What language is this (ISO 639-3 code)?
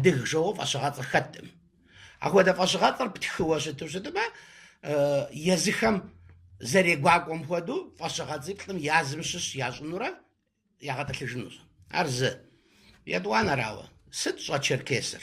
kbd